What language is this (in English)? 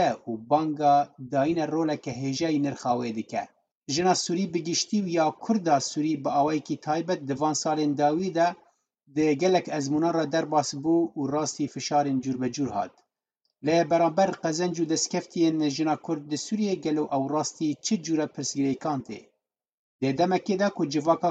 Kurdish